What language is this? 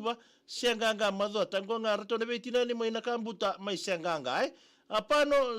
Fijian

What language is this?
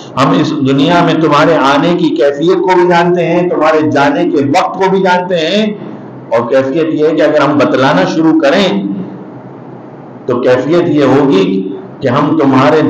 Urdu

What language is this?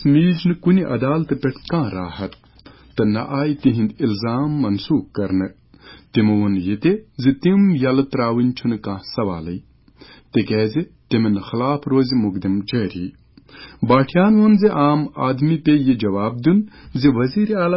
Kashmiri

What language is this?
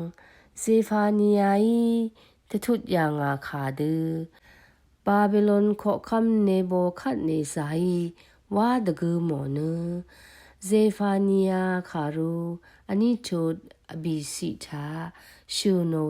Rawang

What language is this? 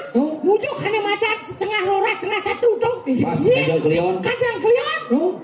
Balinese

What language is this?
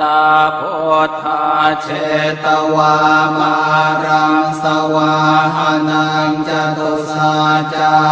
Pali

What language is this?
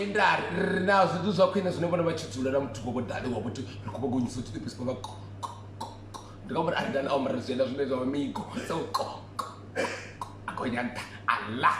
Venda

